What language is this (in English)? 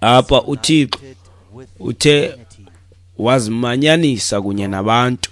Xhosa